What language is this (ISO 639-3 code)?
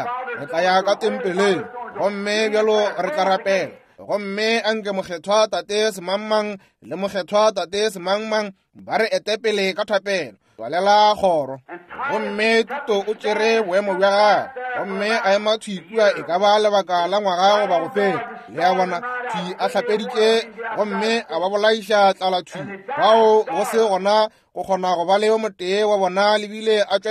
nso